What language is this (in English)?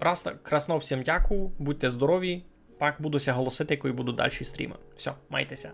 Rusyn